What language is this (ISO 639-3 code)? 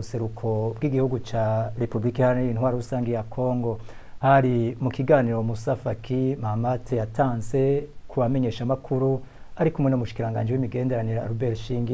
run